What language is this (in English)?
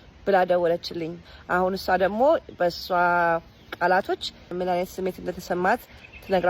Amharic